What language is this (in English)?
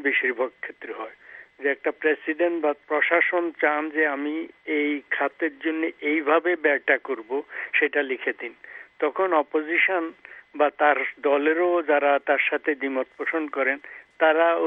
Bangla